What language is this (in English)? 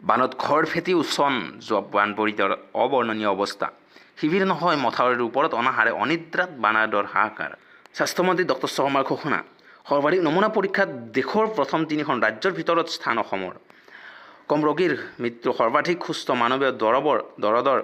Assamese